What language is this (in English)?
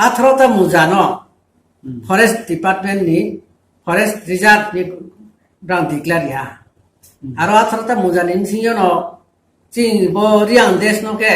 Riang (India)